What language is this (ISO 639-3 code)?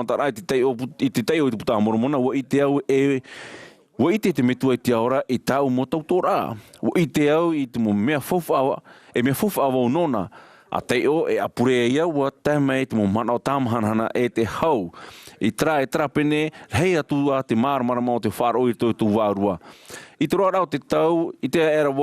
tah